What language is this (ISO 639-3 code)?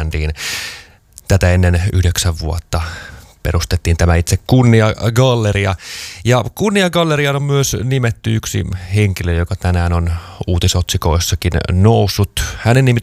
fin